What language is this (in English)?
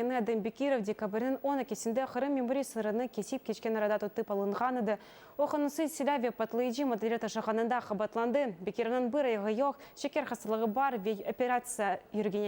Crimean Tatar